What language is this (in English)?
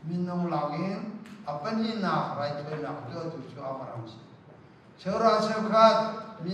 Hakha Chin